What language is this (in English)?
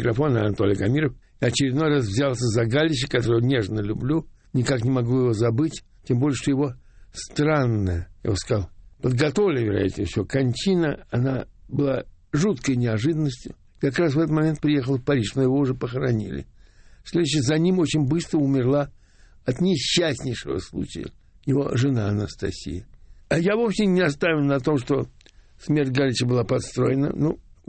Russian